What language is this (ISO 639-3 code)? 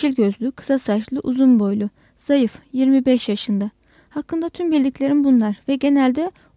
tur